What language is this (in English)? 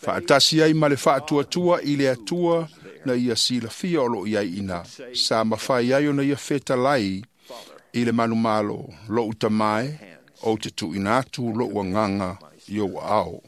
Samoan